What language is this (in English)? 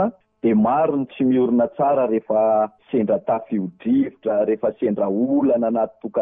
Malagasy